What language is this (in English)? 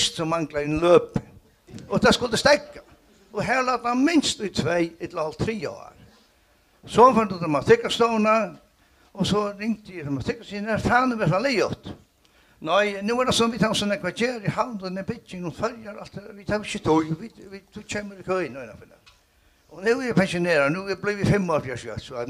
Faroese